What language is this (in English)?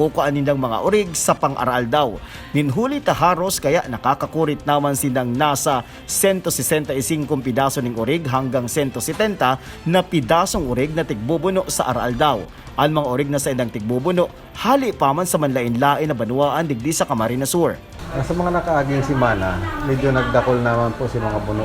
Bikol